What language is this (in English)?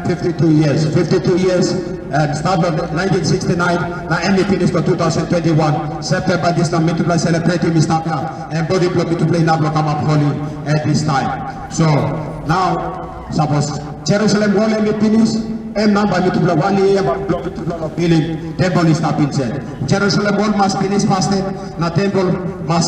Tok Pisin